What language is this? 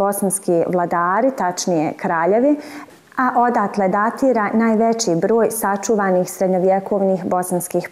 Bosnian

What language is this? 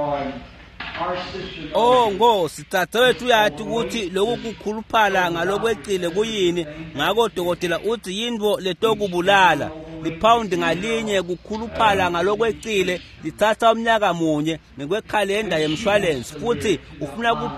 Swati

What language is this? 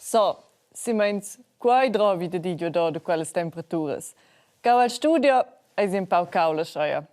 Romansh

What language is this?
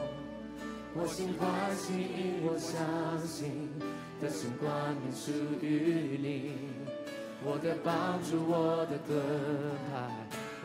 Chinese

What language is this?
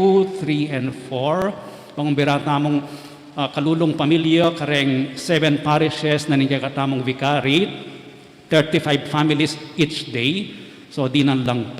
Pampanga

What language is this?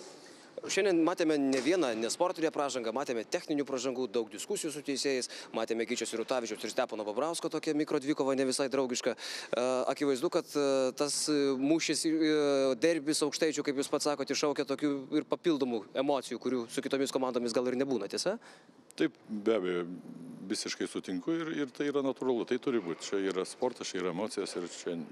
Lithuanian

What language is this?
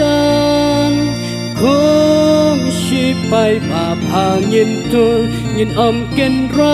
Khasi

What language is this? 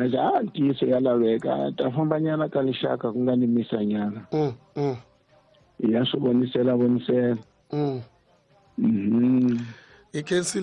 Tsonga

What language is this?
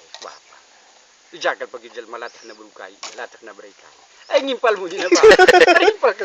Batak Karo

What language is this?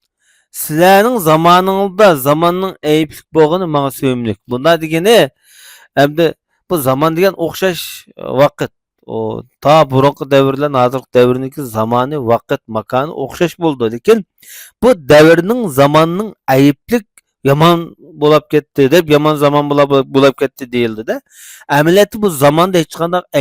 Uyghur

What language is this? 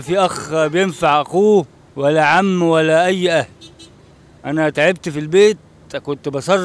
Egyptian Arabic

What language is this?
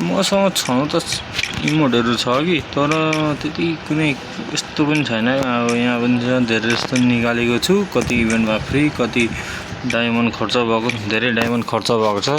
Nepali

